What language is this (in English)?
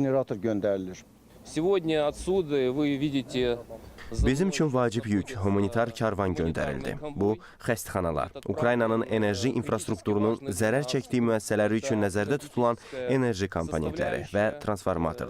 Azerbaijani